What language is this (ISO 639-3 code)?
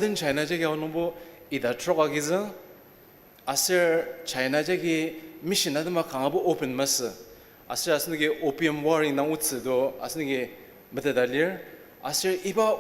njo